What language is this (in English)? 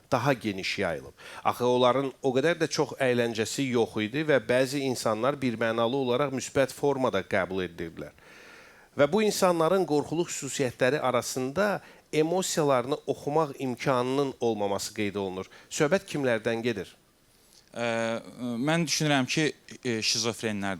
Azerbaijani